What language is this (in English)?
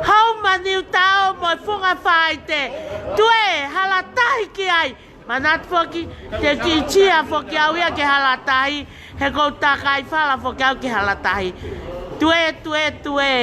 Tongan